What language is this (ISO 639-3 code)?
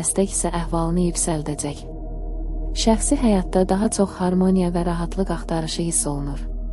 aze